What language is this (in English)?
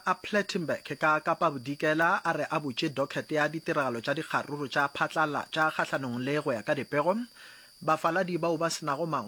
Northern Sotho